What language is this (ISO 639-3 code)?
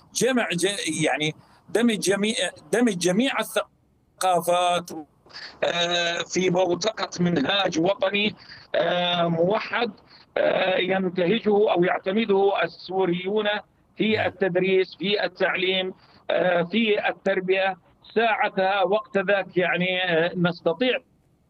ara